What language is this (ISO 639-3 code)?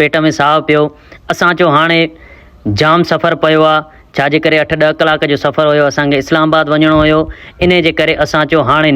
snd